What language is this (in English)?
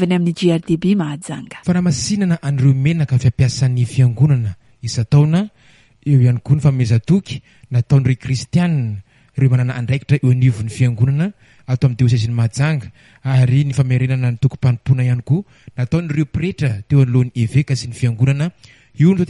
Malagasy